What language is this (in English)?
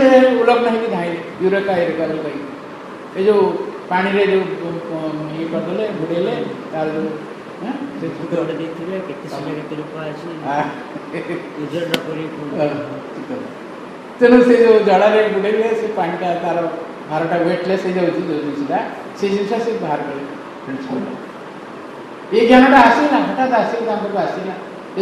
Odia